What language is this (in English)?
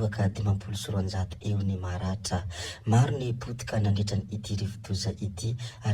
Malagasy